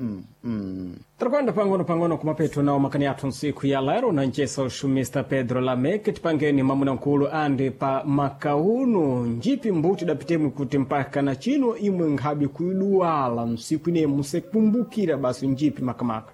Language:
Sena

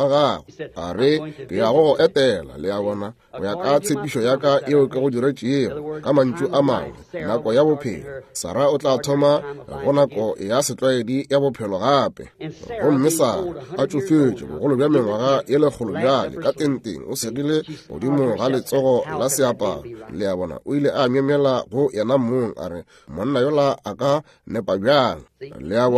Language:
Northern Sotho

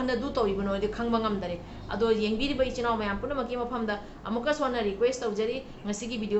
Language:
Manipuri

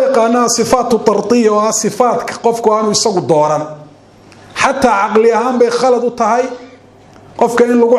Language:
Somali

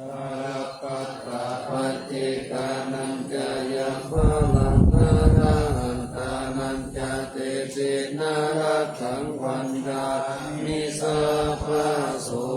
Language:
Pali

